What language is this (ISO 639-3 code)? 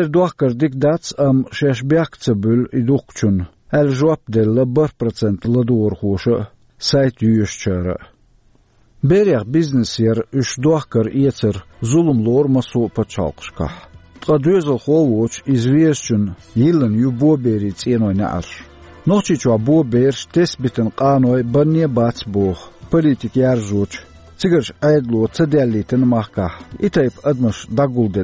che